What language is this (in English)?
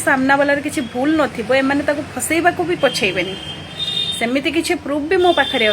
Odia